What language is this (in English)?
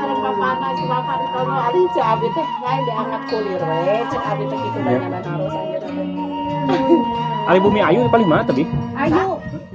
Sundanese